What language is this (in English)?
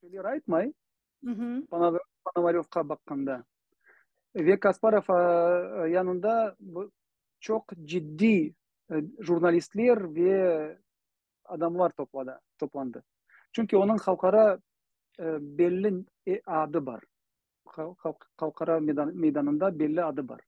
Crimean Tatar